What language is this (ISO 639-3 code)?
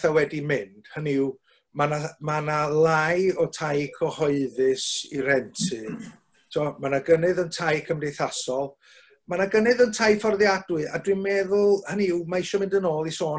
cym